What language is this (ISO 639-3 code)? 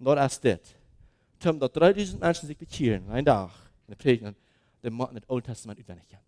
pdt